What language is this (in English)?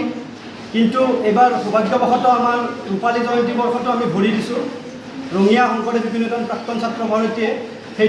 Assamese